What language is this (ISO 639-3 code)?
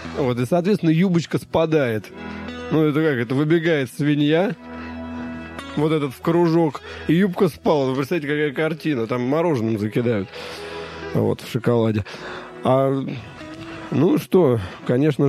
rus